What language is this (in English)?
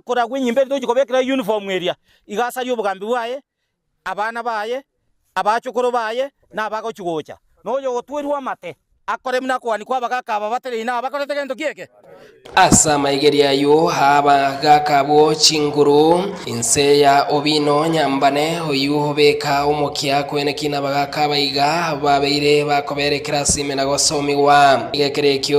Gusii